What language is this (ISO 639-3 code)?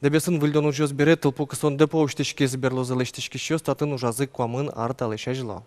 udm